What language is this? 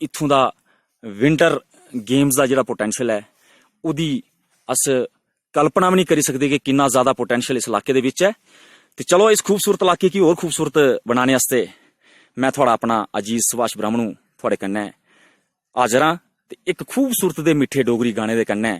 Dogri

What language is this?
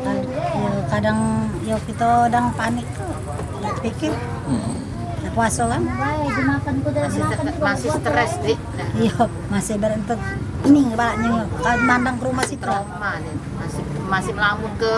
Musi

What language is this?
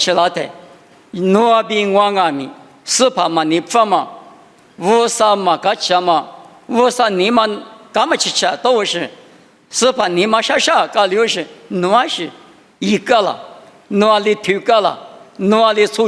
Lisu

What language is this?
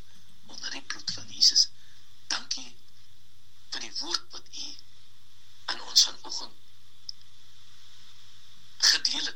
Afrikaans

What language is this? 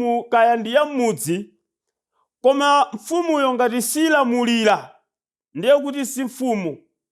Nyanja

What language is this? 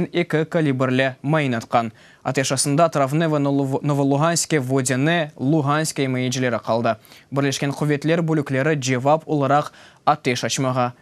Crimean Tatar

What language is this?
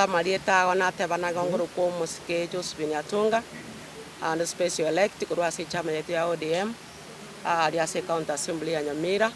Gusii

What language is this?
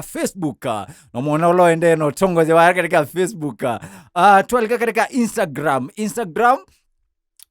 Kamba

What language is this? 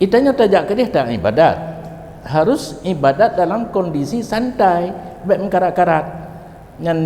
Achinese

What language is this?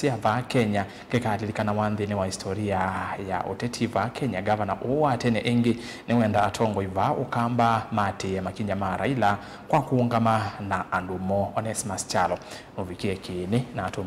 Kamba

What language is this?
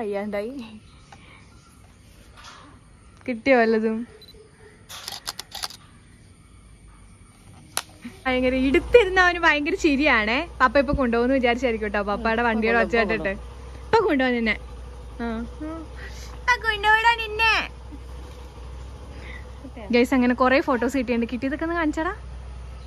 Malayalam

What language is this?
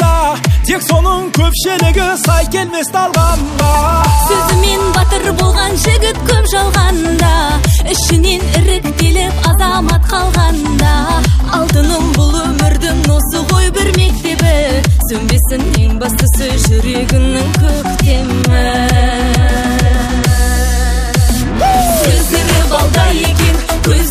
Kazakh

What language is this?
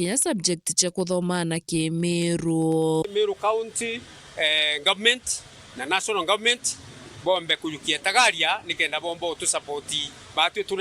Meru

